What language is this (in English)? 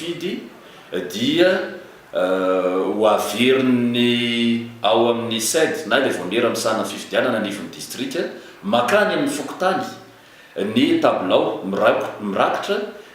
Malagasy